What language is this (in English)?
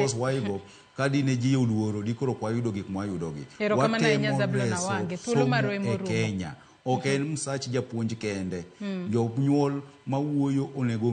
Luo (Kenya and Tanzania)